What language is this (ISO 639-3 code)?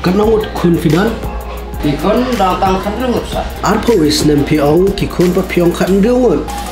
kha